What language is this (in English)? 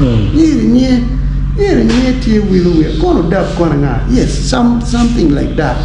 Acoli